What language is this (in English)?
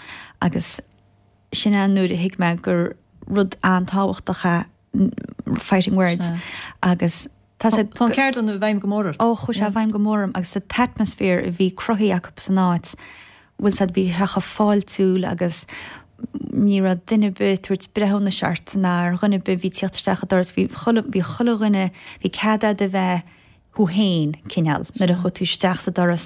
Irish